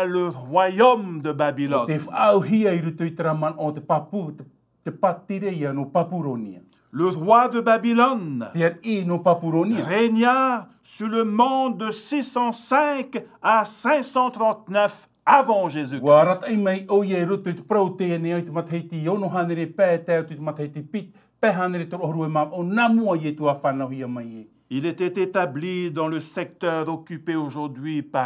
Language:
Tahitian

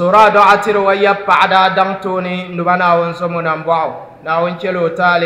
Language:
Dagbani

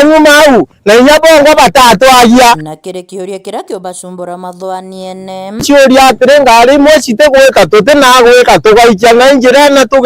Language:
Meru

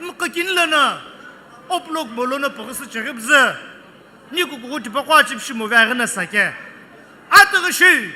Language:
Sumi Naga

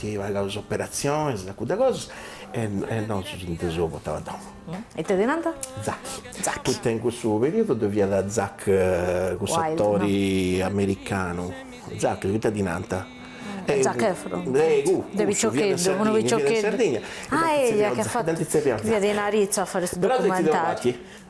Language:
Sardinian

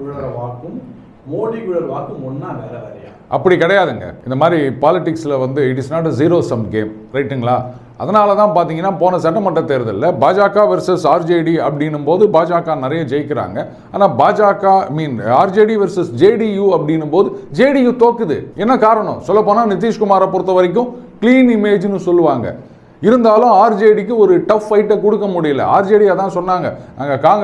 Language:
Tamil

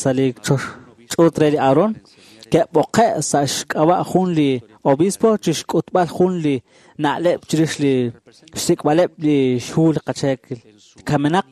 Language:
Kekchí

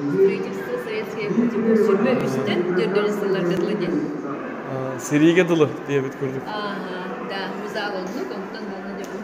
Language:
Yakut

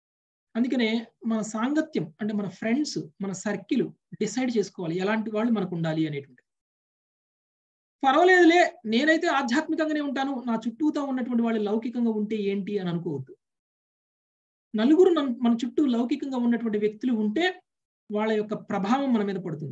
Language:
Telugu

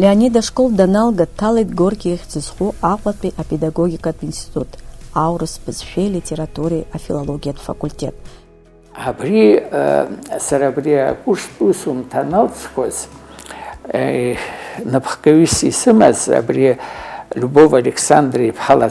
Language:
Abkhazian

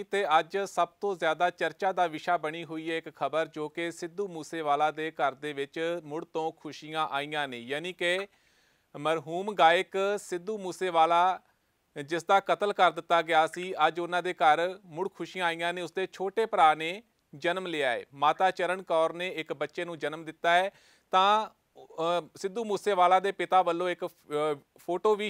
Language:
Punjabi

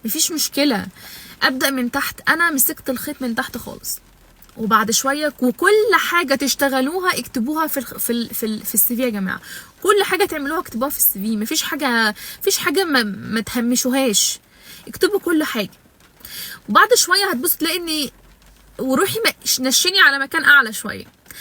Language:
Egyptian Arabic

